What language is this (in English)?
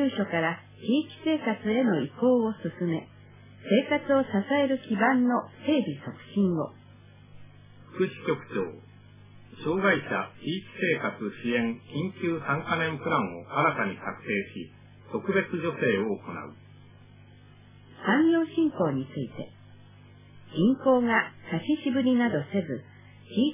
Japanese